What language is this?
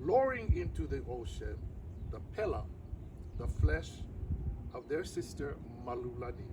Hawaiian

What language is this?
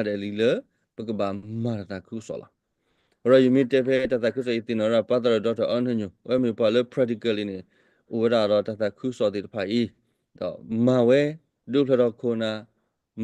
S'gaw Karen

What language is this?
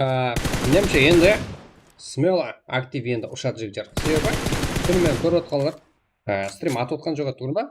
Kara-Kalpak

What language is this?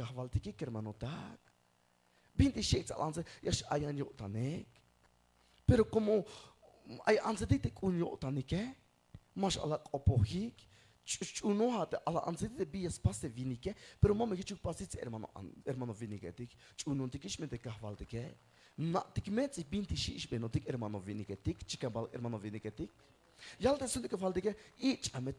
Tzeltal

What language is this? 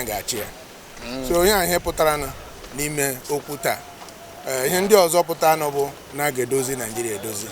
Igbo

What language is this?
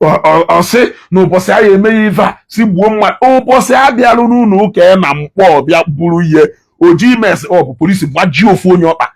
Igbo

